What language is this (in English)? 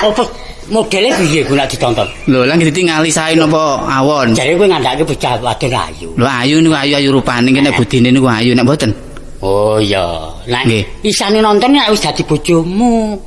Javanese